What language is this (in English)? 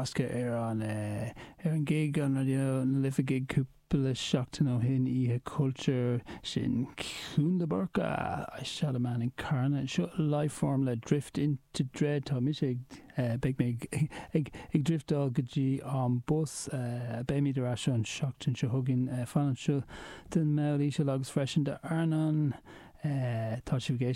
Irish